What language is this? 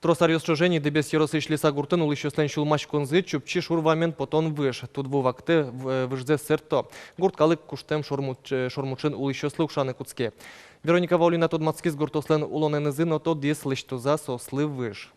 Udmurt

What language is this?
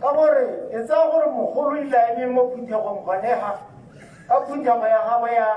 Tswana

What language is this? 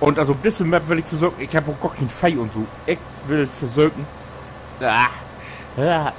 Low German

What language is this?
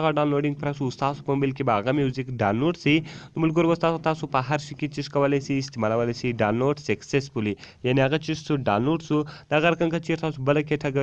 Pashto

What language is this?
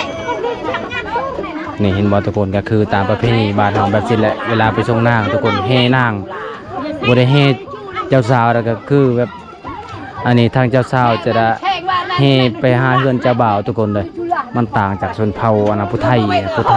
Lao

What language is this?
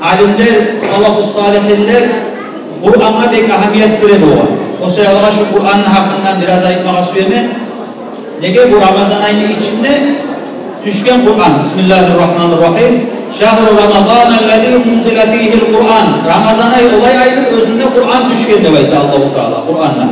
Kumyk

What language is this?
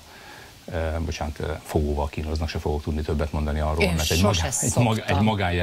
Hungarian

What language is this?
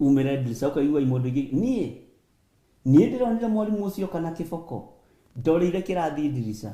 Kikuyu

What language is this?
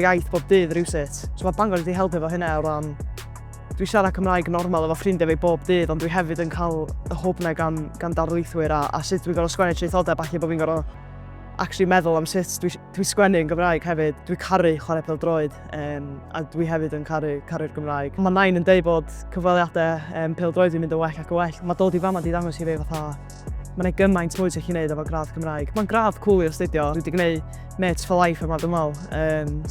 Welsh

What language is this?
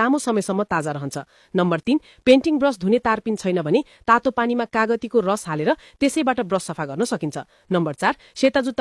Nepali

